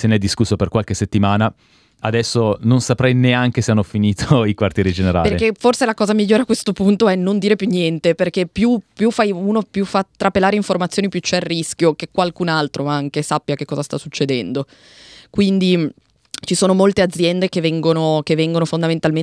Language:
Italian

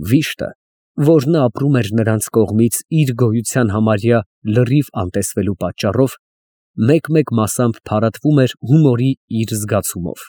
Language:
Armenian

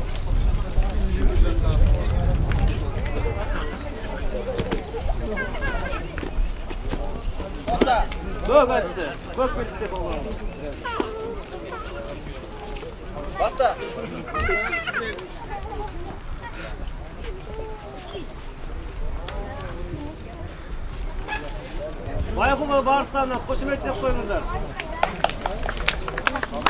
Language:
Kazakh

